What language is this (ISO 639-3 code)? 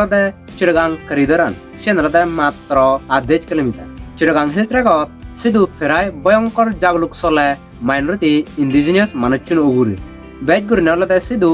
ccp